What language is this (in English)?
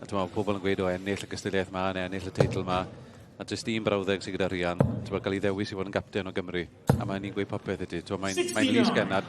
Welsh